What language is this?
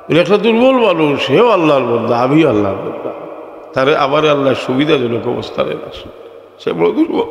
Sylheti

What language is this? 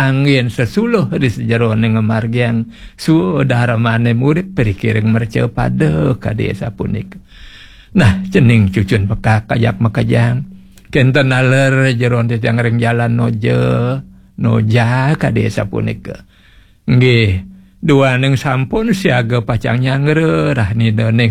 Balinese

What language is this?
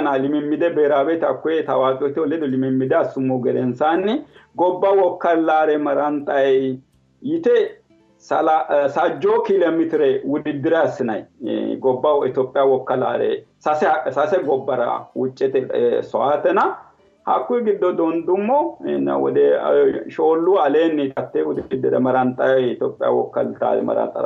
Sidamo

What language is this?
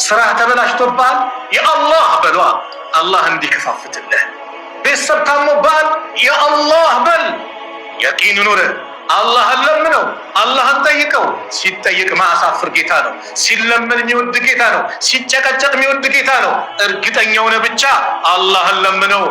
Amharic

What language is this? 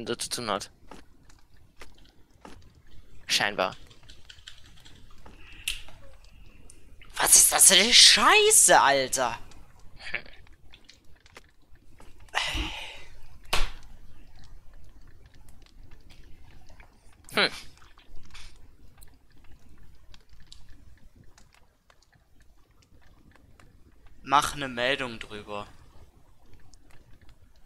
German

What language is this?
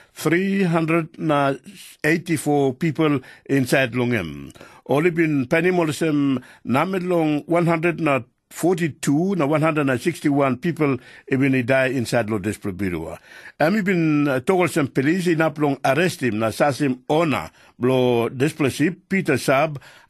Tok Pisin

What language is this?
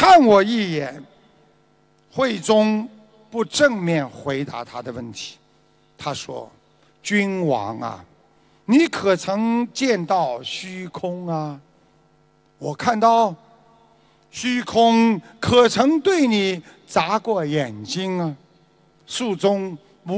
Chinese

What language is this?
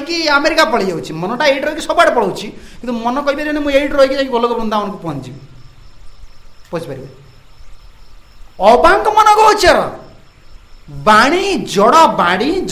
Odia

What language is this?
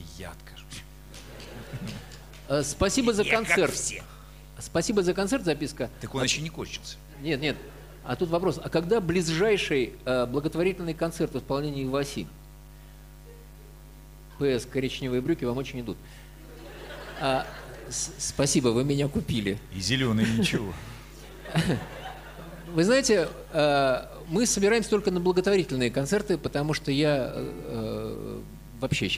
Russian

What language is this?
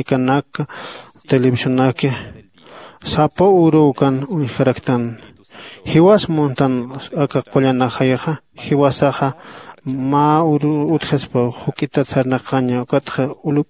Aymara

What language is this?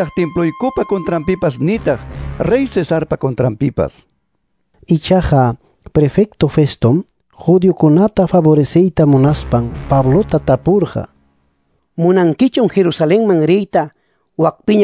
Ayacucho Quechua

